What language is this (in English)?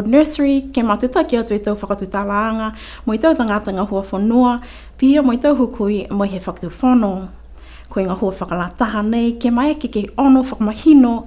Niuean